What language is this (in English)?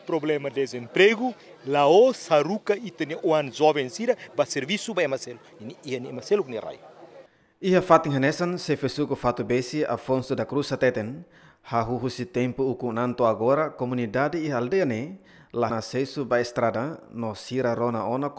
Tetum